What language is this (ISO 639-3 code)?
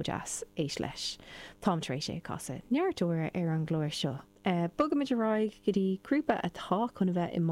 gle